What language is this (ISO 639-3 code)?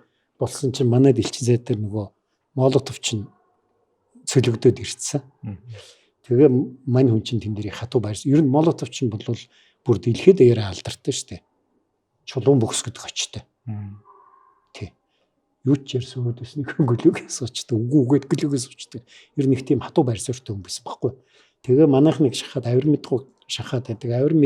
mon